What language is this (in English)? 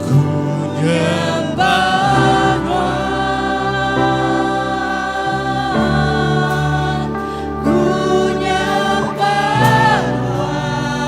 Iban